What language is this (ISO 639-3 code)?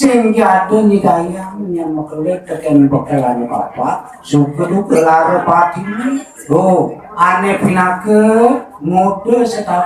ban